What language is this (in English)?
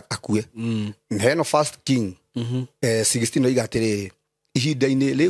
Kikuyu